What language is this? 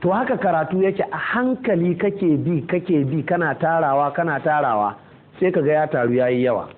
Hausa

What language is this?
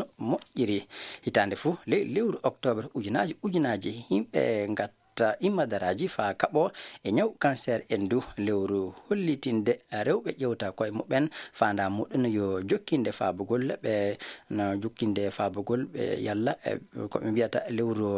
Fula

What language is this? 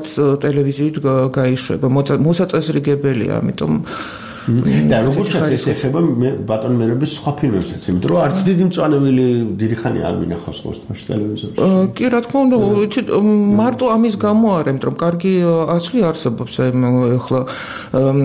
Georgian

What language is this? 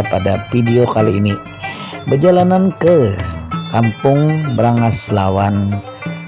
Banjar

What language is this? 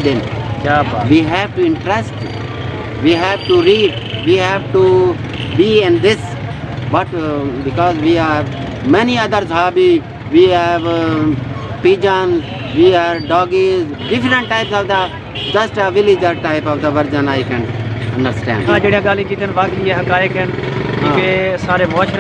Saraiki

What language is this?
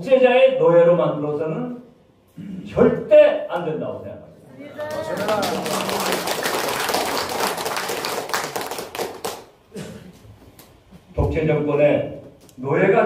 Korean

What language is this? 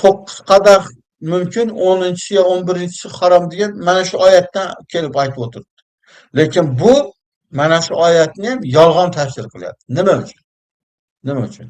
Uzbek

